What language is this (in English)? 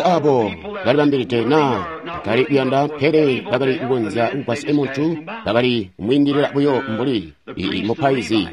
Tonga (Zambia)